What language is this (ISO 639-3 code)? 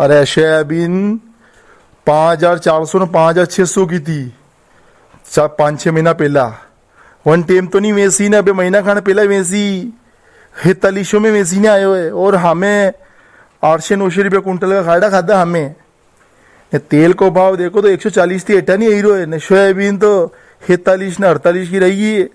raj